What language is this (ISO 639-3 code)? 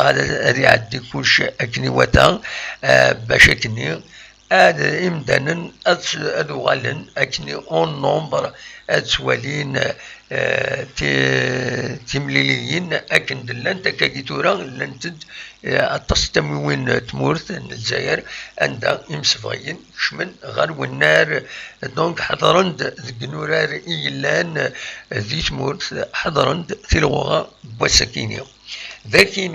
kab